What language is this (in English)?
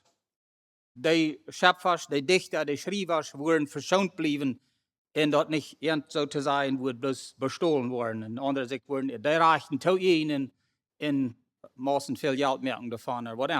Plautdietsch